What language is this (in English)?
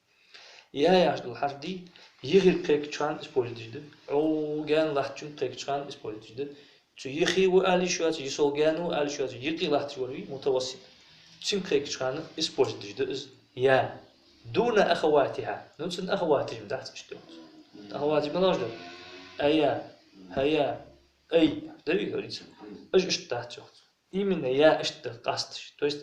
Ingush